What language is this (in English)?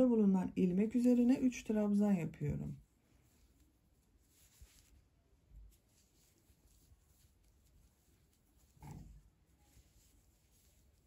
Turkish